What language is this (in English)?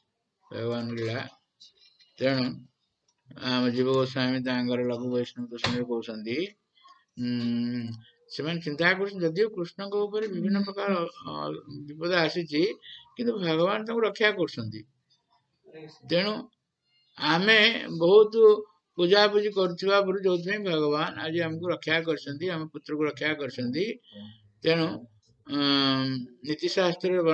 Odia